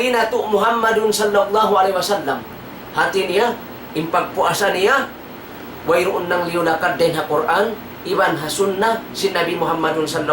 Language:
Tausug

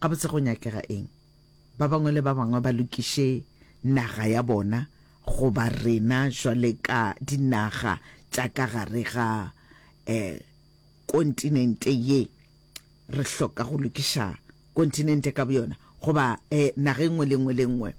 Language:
Northern Sotho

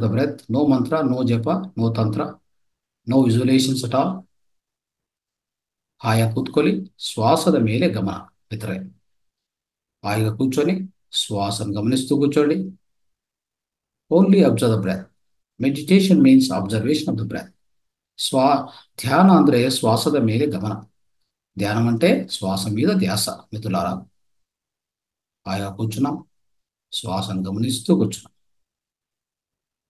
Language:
Kannada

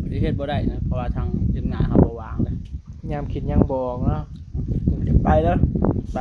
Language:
Northeastern Thai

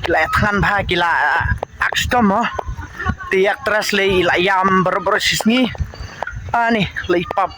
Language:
Khasi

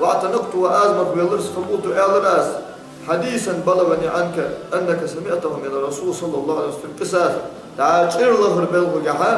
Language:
Ingush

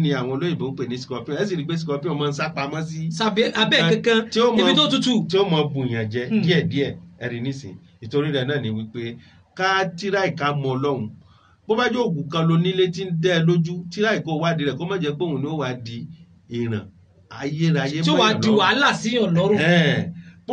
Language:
Yoruba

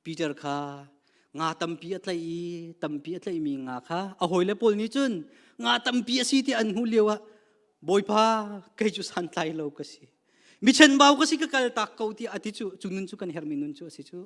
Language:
Hakha Chin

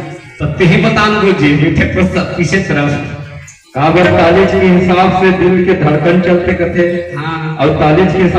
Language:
Chhattisgarhi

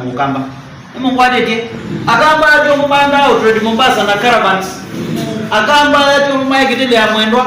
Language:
Kamba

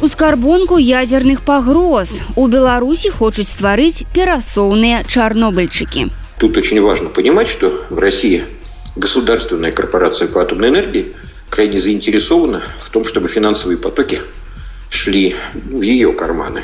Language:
Belarusian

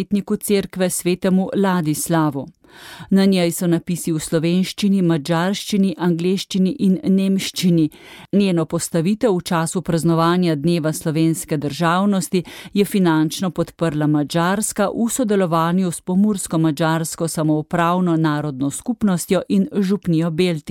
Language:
Slovenian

